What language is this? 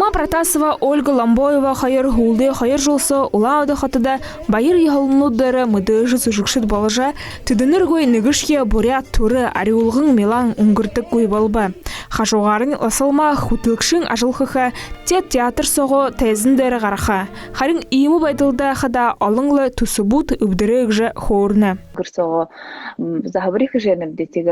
Buriat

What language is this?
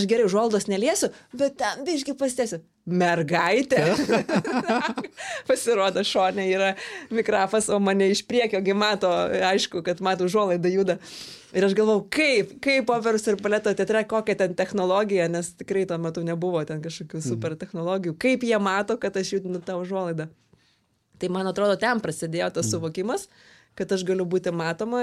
Lithuanian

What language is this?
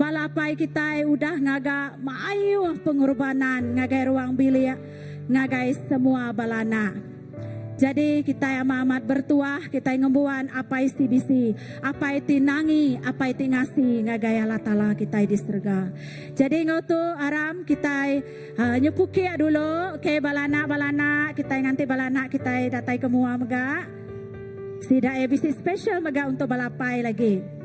Iban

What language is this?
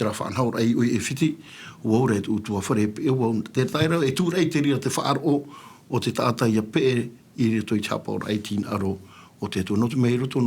Tahitian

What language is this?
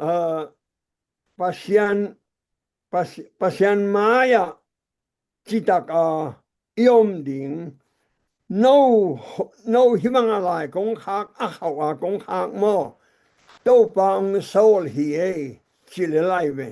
Tedim Chin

